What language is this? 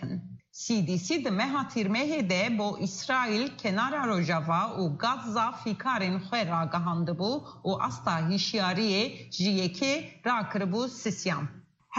Kurdish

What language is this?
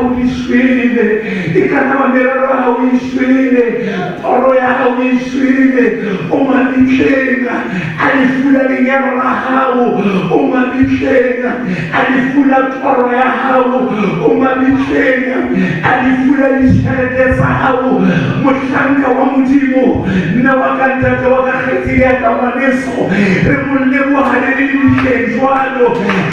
Southern Sotho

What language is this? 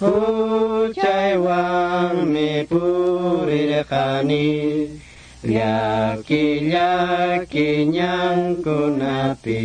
Quechua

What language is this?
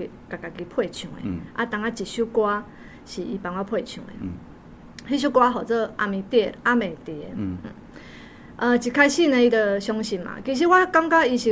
Min Nan Chinese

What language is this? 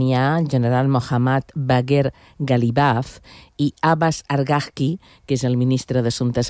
Catalan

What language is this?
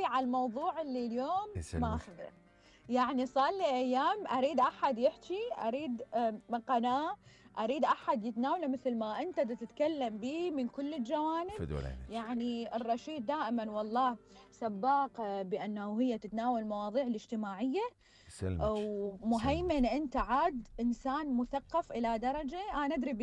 Mesopotamian Arabic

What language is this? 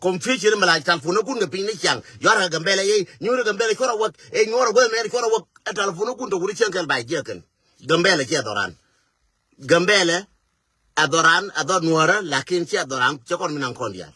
Nuer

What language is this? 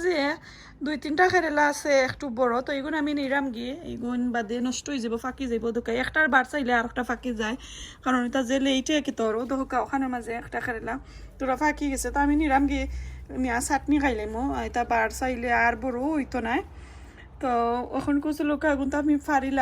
Sylheti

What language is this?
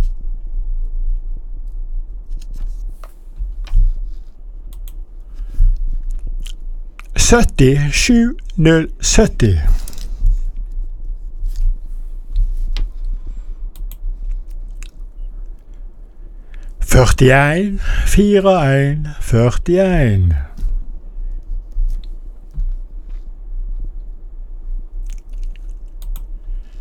Norwegian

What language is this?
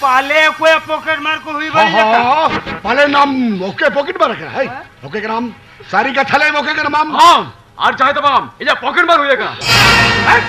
Santali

